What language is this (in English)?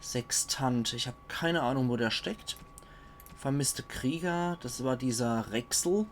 Palatine German